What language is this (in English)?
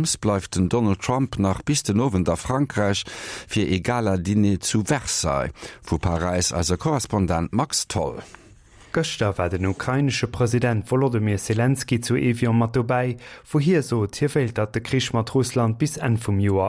Luxembourgish